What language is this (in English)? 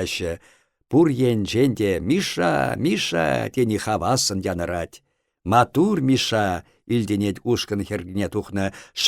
Chuvash